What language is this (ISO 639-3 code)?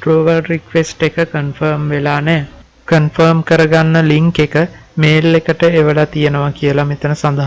sin